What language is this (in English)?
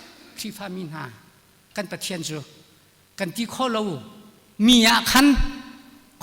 Hakha Chin